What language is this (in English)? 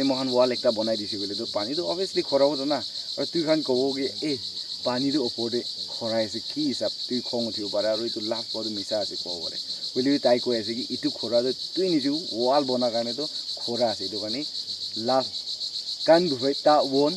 Naga Pidgin